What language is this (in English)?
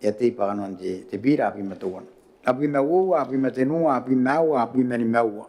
Gilbertese